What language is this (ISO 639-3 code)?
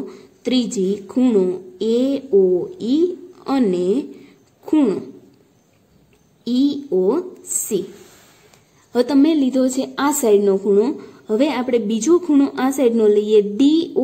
guj